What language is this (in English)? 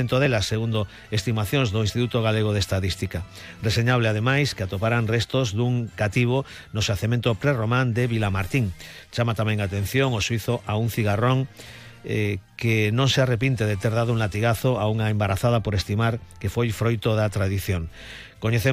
Galician